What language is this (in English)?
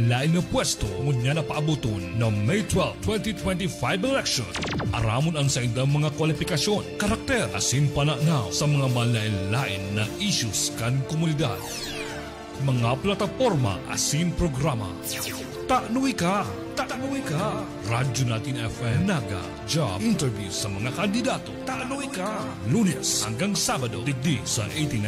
Bikol